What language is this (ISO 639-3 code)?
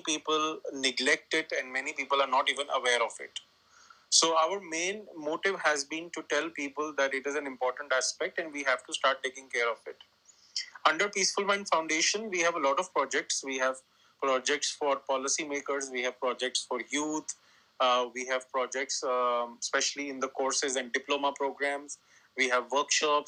eng